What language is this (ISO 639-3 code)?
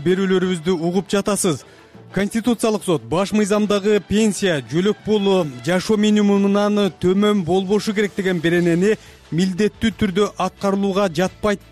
kir